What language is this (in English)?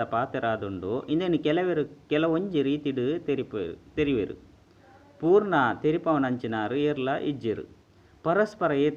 Tulu